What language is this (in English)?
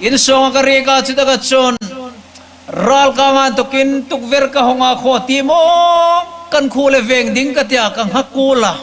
Hmar